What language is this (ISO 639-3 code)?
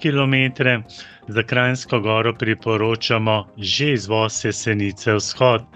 slv